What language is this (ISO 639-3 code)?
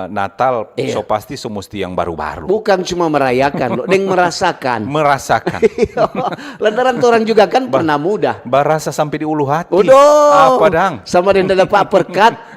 xmm